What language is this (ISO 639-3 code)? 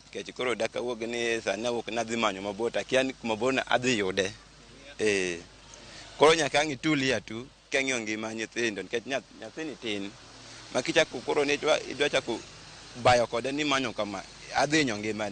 luo